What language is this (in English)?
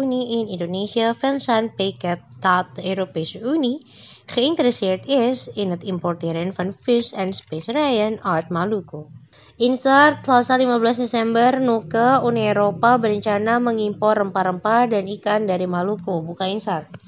Indonesian